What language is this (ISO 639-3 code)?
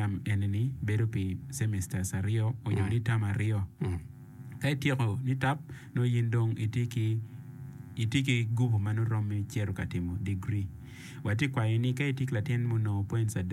ach